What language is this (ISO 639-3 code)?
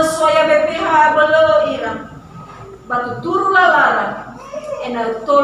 nia